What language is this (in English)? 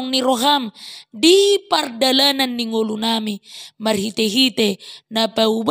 Batak Toba